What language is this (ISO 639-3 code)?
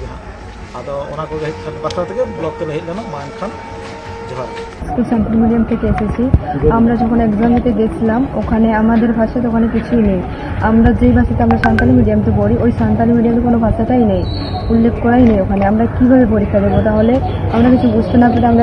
sat